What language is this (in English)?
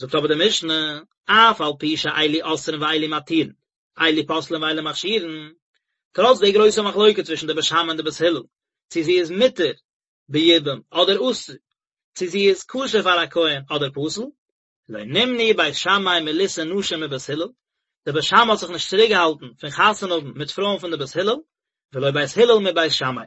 Yiddish